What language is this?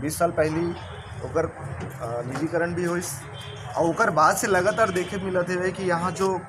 Chhattisgarhi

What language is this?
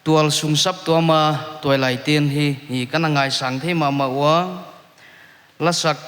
Paite Chin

